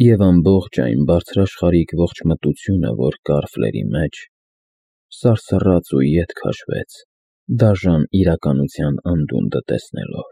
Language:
Armenian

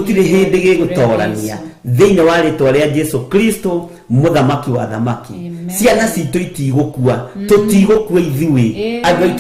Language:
Kikuyu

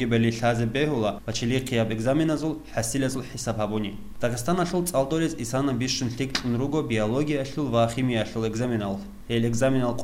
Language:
Avaric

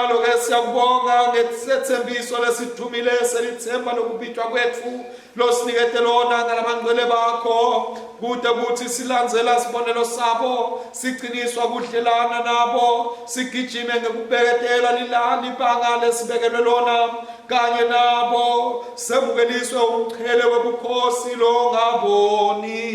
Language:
Swati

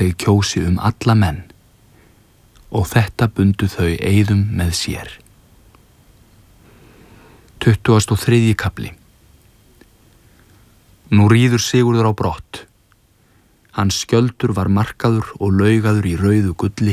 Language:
Icelandic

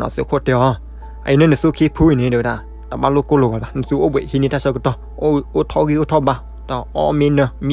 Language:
S'gaw Karen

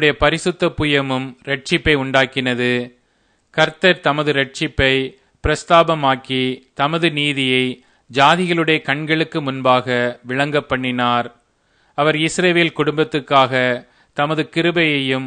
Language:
Tamil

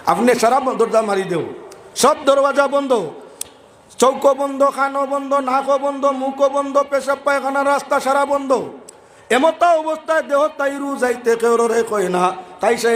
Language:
Sylheti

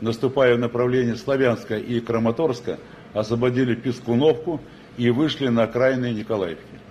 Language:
Russian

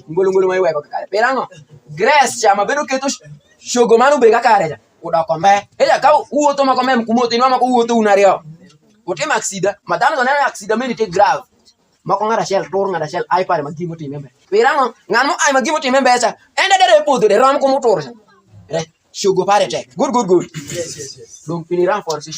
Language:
Alur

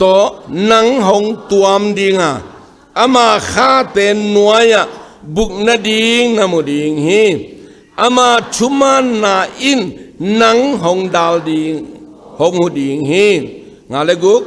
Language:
Tedim Chin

